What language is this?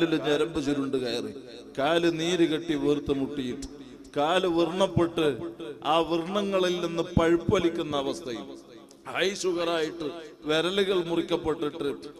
Malayalam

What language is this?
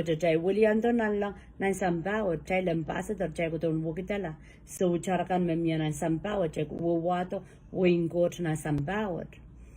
Pohnpeian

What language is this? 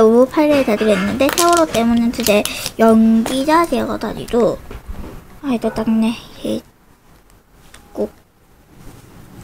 Korean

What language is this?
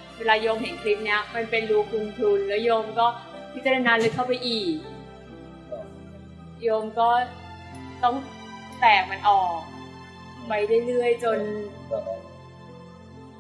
Thai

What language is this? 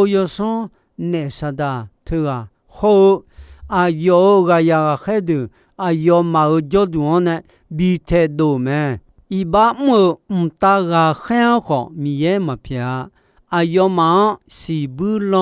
Akha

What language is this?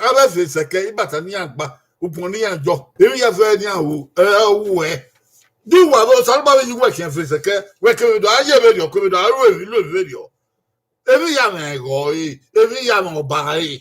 Bini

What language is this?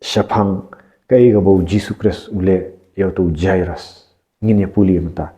Khasi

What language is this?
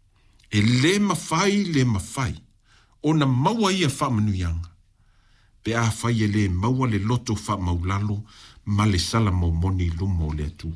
Samoan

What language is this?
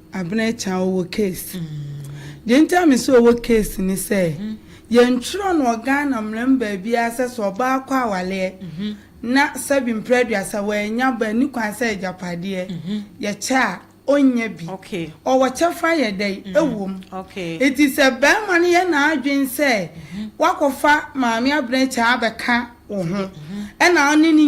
Akan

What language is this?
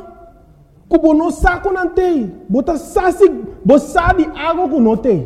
Papiamento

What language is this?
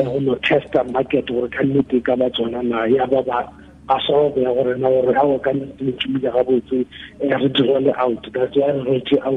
Tswana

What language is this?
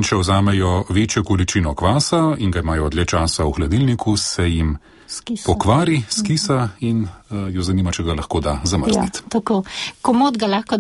Slovenian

